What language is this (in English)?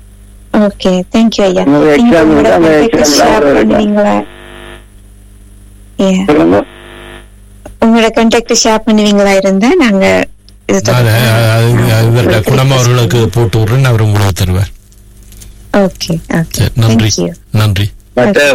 Tamil